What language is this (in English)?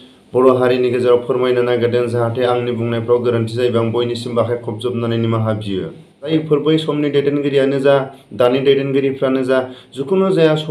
Bodo